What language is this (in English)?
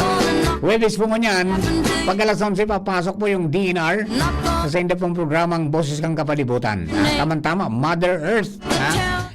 Bikol